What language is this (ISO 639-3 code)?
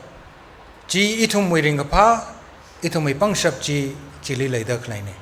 nmf